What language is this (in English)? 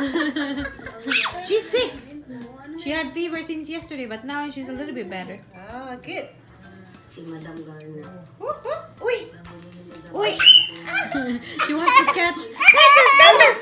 Cebuano